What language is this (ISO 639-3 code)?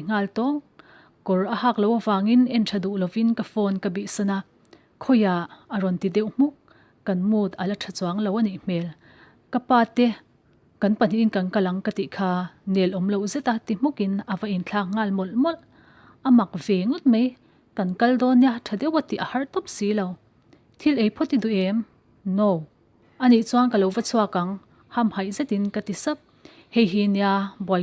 lus